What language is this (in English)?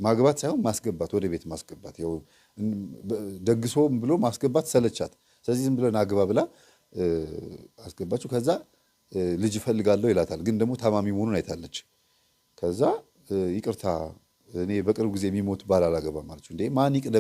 Amharic